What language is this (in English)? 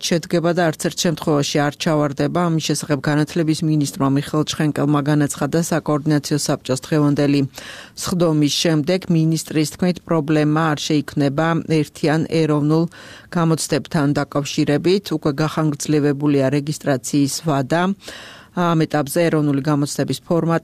Georgian